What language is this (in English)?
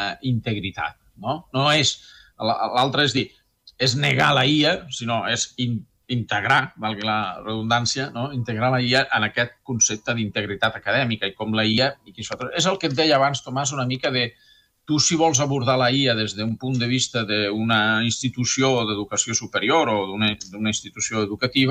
Catalan